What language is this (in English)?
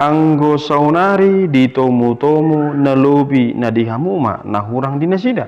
Batak Toba